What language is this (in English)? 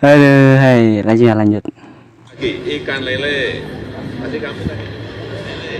Banjar